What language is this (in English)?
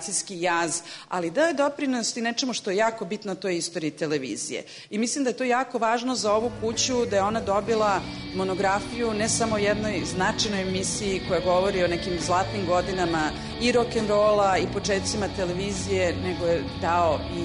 Serbian